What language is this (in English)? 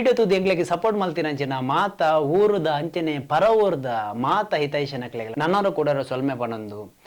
Tulu